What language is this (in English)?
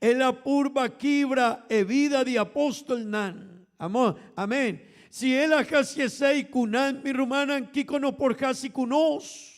Papiamento